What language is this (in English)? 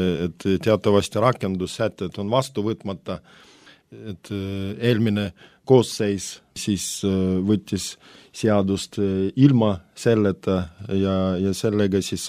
Estonian